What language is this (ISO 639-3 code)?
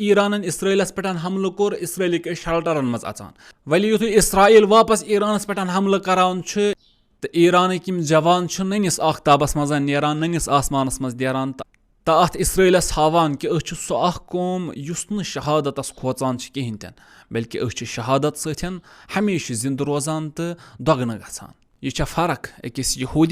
kas